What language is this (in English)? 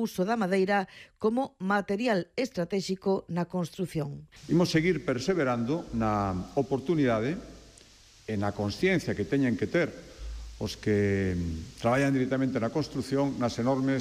Galician